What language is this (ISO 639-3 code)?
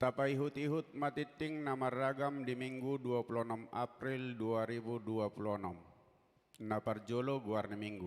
bbc